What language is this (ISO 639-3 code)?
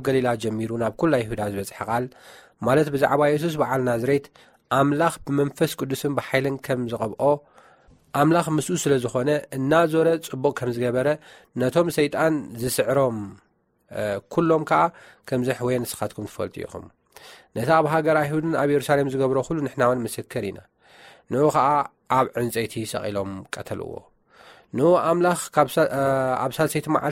tir